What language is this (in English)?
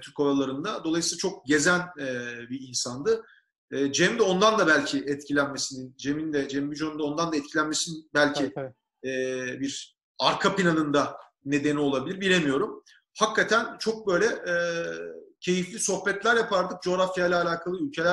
Turkish